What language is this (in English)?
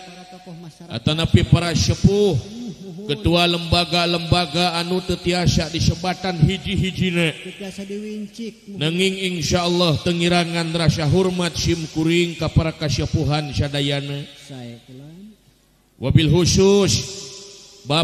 Sundanese